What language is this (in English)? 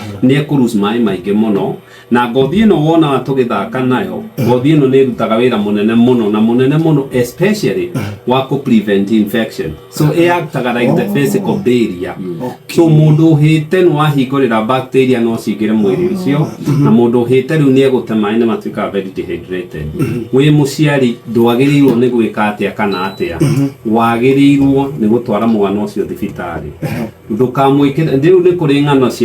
Kikuyu